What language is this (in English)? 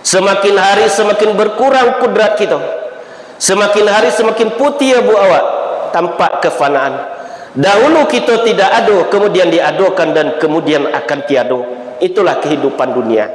Minangkabau